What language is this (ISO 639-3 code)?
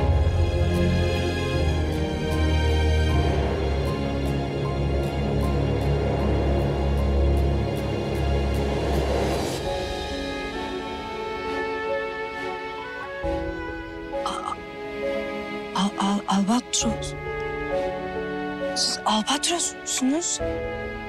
tur